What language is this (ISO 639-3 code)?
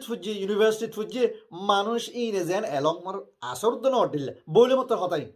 rhg